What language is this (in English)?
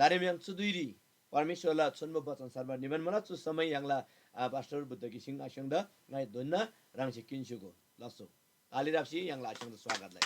Eastern Tamang